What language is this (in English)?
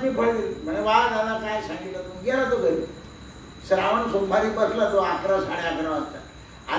Marathi